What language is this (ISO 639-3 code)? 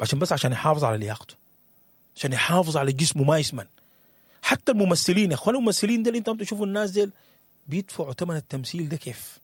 apd